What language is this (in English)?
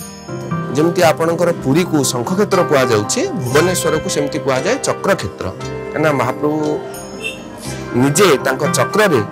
Odia